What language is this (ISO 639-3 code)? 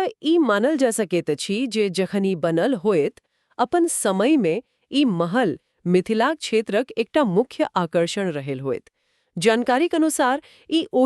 mai